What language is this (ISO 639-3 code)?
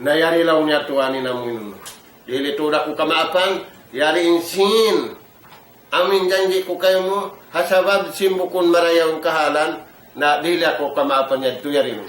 tsg